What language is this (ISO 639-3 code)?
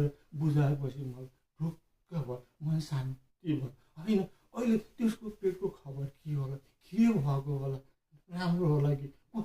nep